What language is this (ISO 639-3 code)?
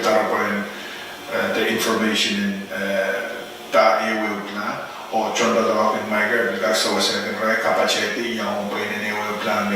pon